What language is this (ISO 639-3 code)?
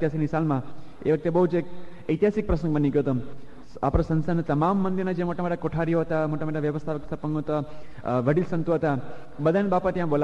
guj